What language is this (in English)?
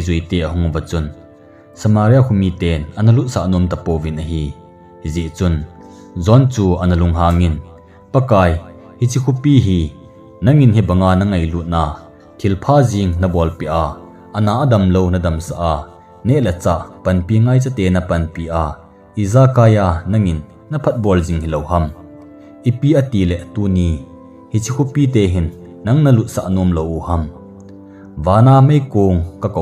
Thado Chin